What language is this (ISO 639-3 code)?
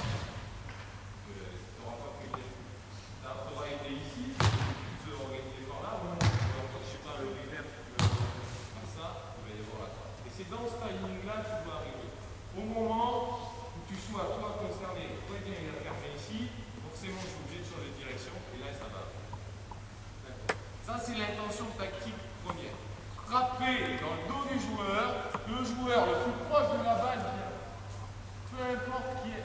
fra